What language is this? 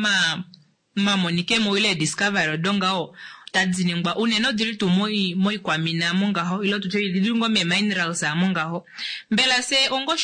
Kuanyama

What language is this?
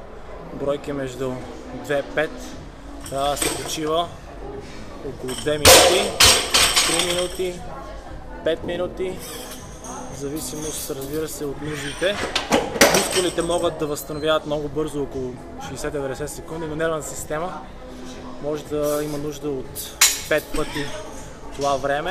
Bulgarian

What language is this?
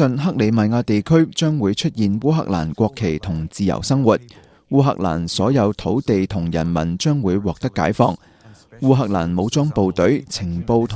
Cantonese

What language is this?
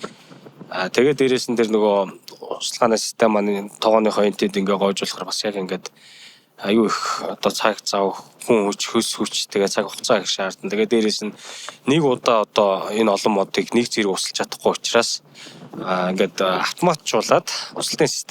Mongolian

